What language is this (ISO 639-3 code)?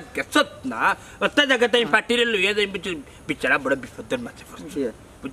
syl